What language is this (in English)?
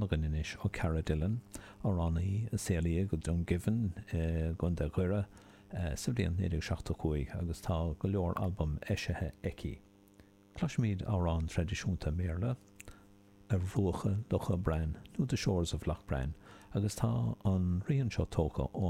Irish